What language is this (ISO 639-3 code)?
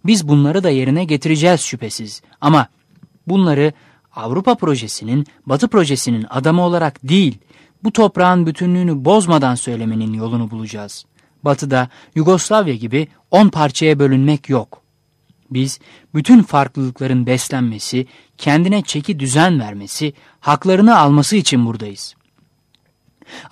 tur